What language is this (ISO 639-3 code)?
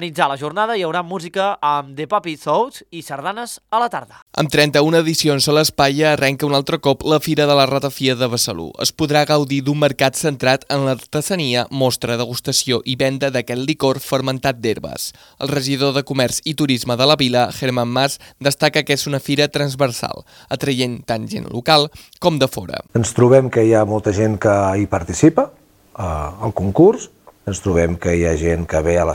cat